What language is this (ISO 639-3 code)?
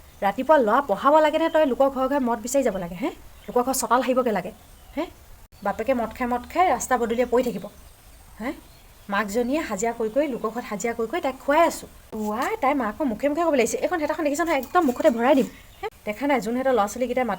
asm